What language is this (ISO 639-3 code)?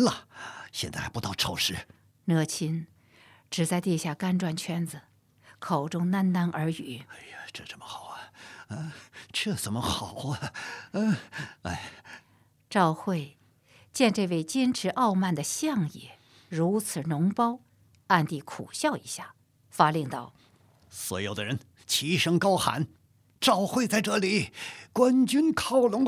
zho